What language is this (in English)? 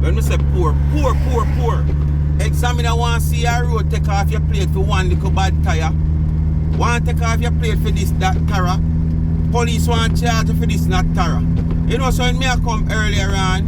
Jamaican Creole English